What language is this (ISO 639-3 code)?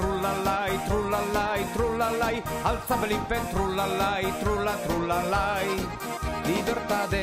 eus